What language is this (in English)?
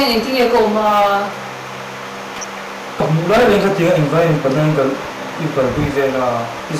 Mizo